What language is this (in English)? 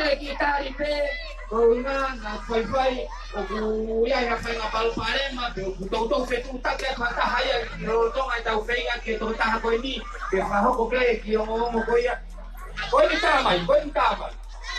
Tongan